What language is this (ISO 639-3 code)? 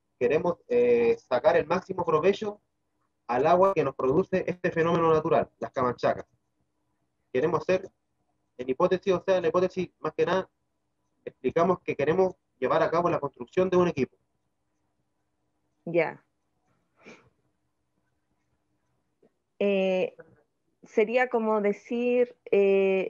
spa